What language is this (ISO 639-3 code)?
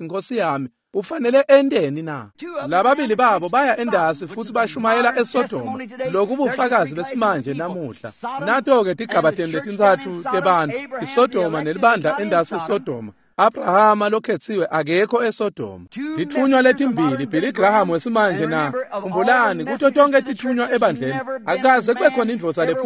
ssw